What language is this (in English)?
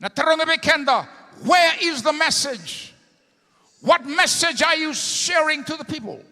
Fijian